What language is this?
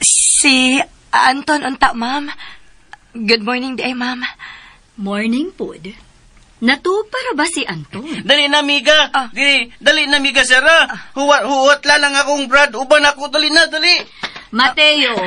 Cebuano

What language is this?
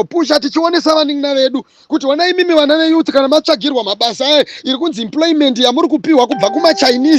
Shona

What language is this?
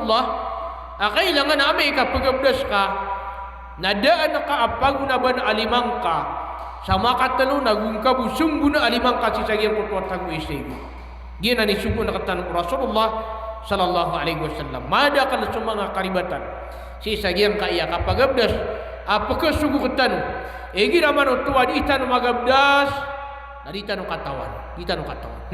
Maranao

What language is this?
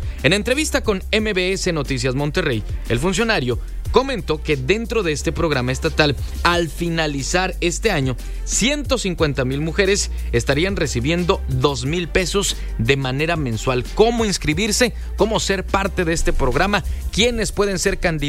Spanish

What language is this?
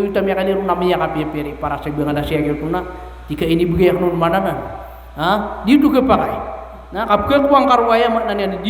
Maranao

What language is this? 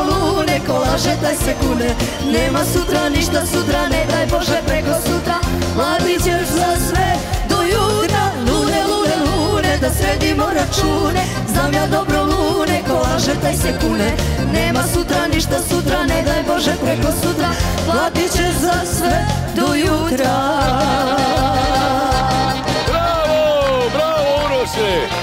Serbian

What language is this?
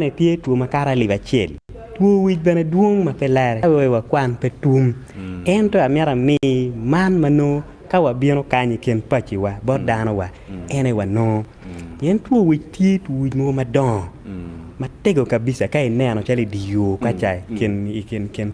Acoli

